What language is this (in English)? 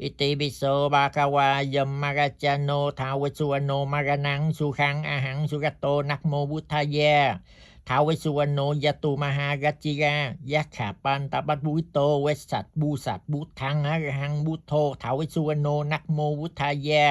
Pali